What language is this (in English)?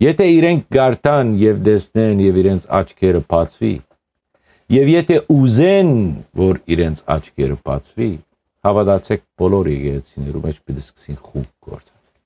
Western Armenian